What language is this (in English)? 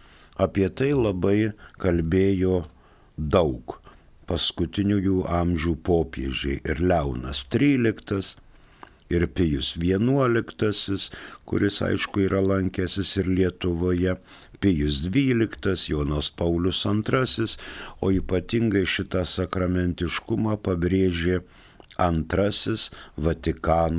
Lithuanian